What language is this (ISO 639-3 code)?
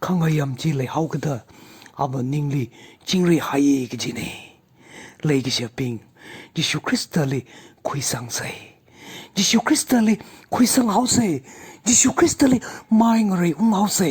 nmf